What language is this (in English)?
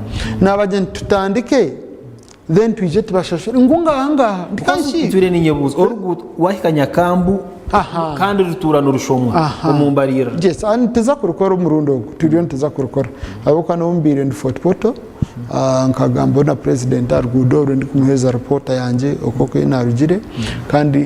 Nyankole